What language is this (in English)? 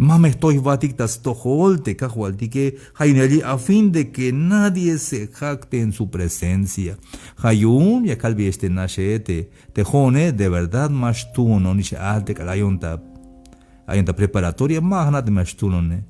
Tzeltal